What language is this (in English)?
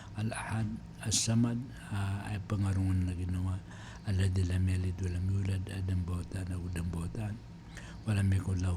Maranao